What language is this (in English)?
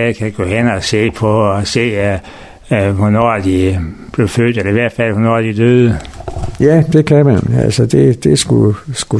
Danish